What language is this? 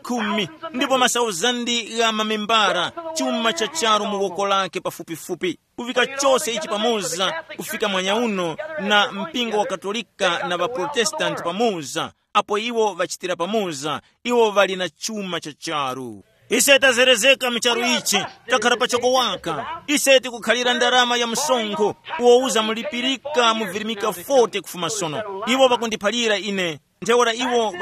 Tumbuka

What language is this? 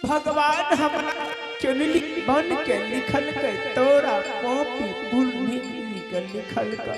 Angika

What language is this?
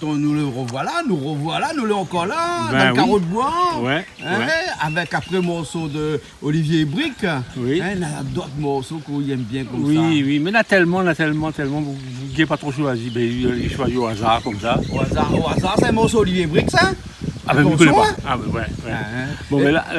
Réunion Creole French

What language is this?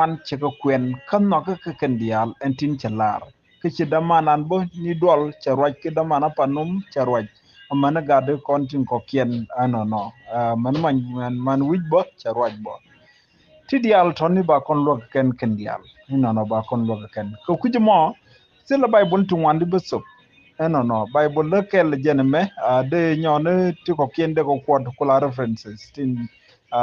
Nuer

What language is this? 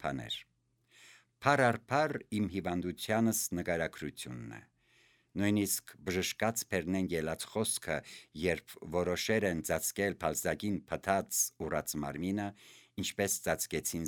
Armenian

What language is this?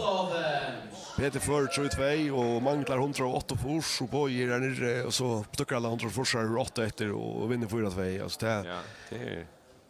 Faroese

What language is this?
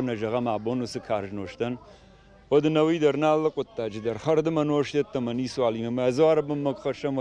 Ossetic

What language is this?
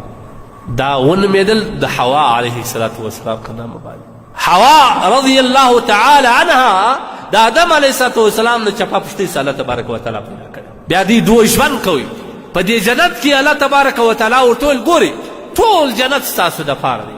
Pashto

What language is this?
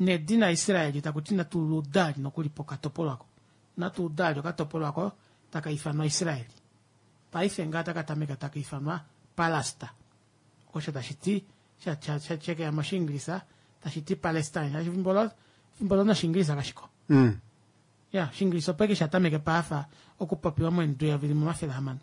Kuanyama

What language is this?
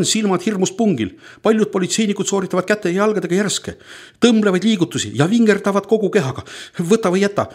Estonian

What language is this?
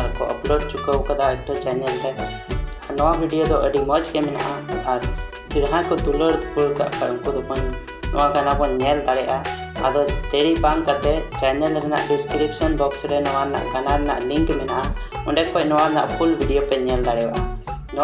Santali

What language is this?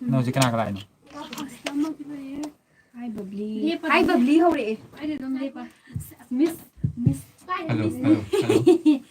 Manipuri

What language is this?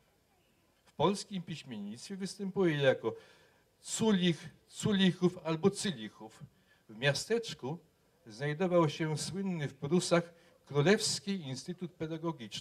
Polish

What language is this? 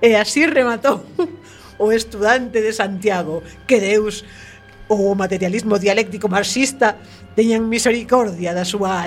Galician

